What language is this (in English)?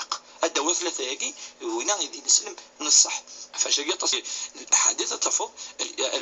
Kabyle